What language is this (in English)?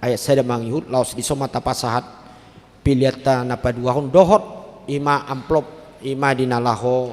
Batak Toba